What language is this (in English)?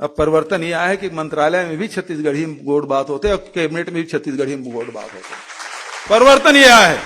Chhattisgarhi